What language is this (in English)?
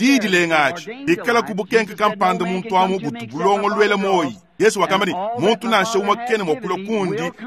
Luba-Lulua